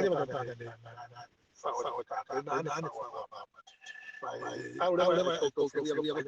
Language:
Tongan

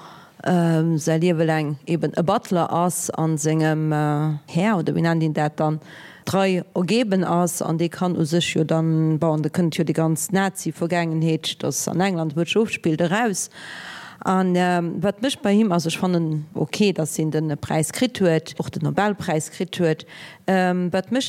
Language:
Luxembourgish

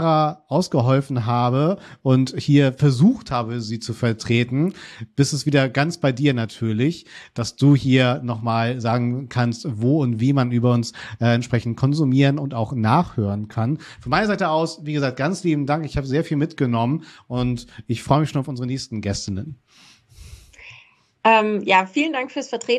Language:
German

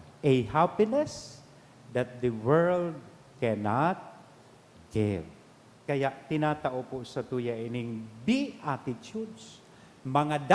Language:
Bikol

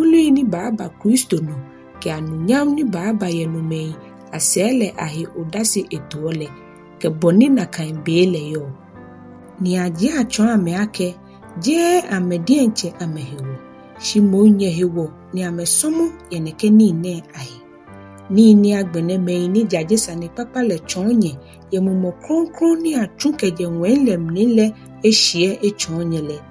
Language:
Ga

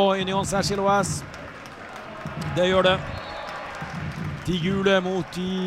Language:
Norwegian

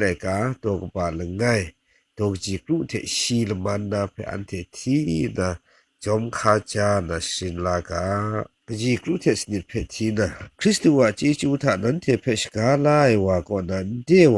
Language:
Kachin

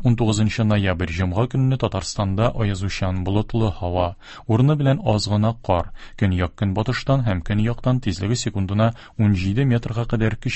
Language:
Tatar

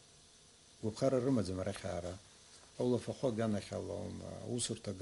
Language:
Abkhazian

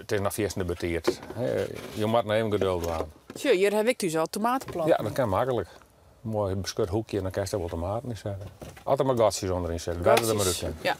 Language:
Western Frisian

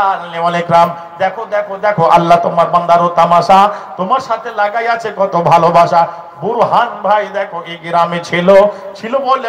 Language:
Bangla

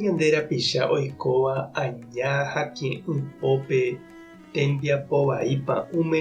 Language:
Guarani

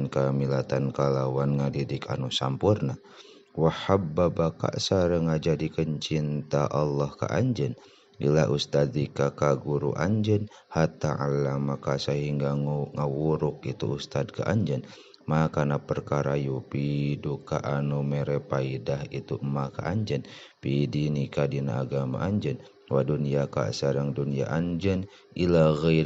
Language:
Sundanese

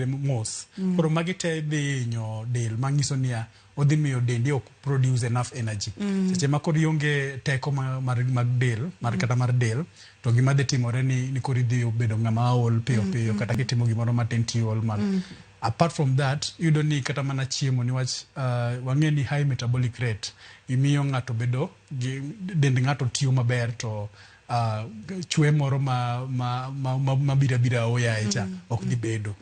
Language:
Luo (Kenya and Tanzania)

